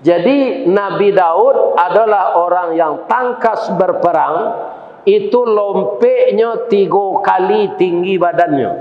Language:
Minangkabau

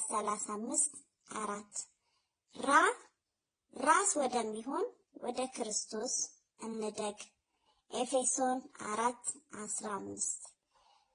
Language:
Amharic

